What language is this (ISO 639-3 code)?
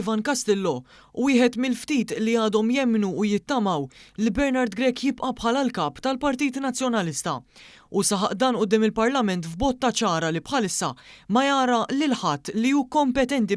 mlt